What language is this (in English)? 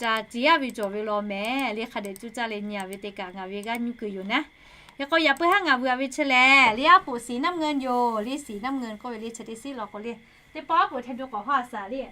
Lahu